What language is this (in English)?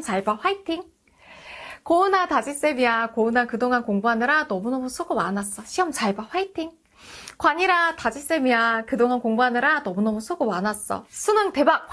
Korean